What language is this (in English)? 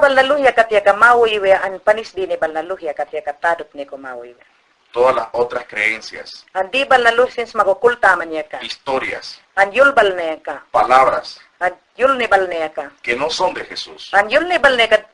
Mayangna